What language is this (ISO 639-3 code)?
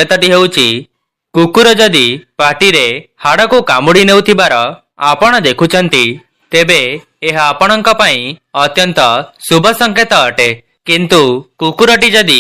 ori